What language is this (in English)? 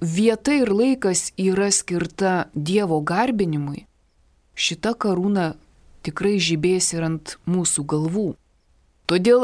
Lithuanian